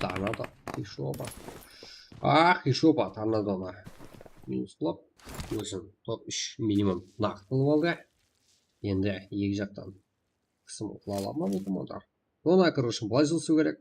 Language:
Kara-Kalpak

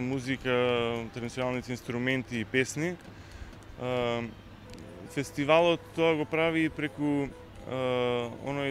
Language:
Macedonian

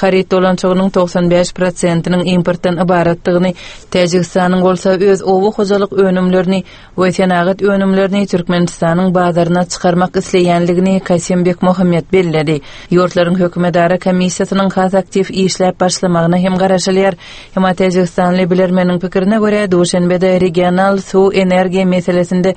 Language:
Turkmen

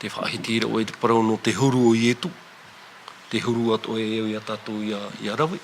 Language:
Tahitian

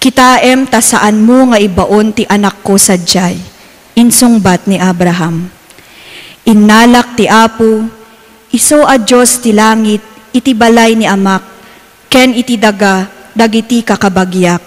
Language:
Iloko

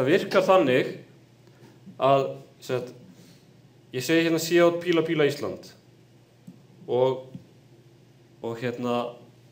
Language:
Icelandic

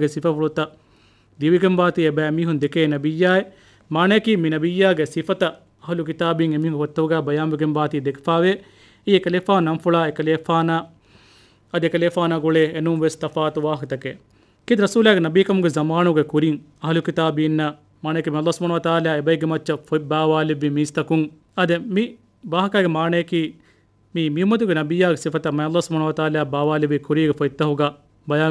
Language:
Divehi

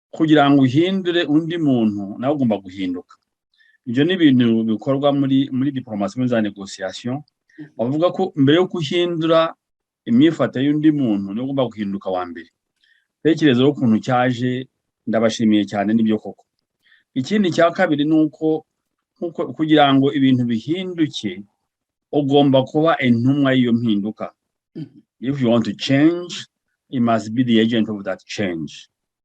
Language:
Kinyarwanda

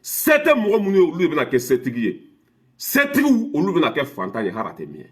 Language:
Bambara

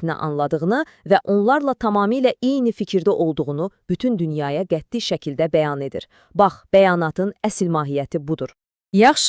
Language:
Azerbaijani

